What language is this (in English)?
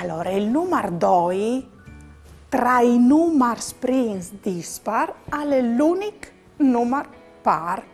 Friulian